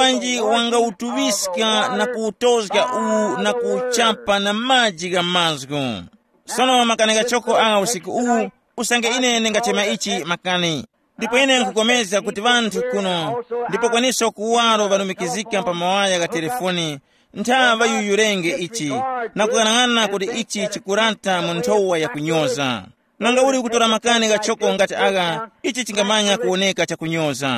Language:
Tumbuka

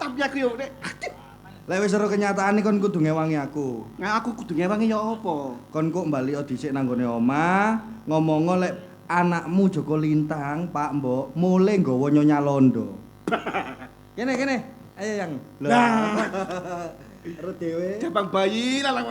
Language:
Javanese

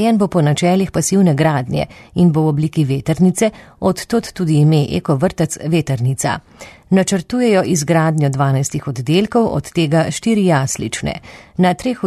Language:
Slovenian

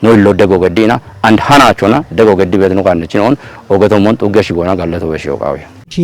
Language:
Kafa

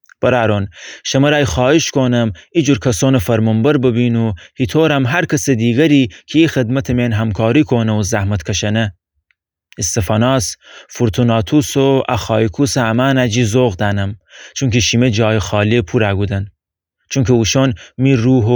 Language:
Gilaki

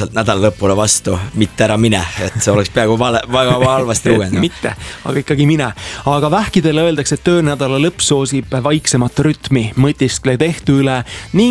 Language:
Estonian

